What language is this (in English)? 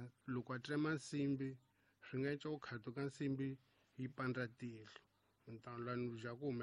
Tsonga